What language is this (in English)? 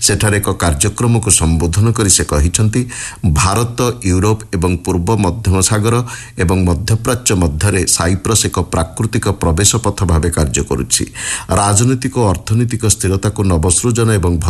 Odia